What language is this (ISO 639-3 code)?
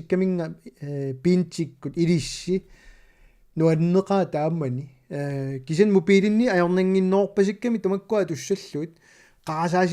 kal